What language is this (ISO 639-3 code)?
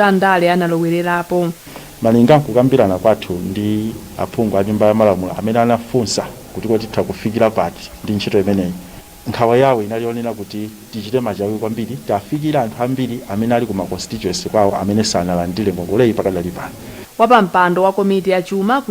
nya